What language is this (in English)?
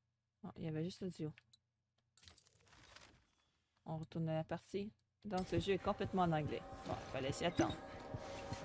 French